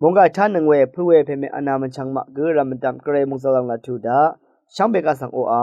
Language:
Rawang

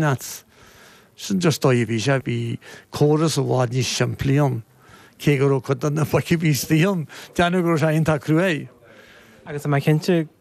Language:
Irish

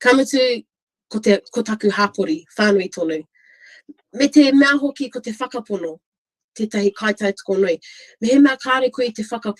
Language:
Māori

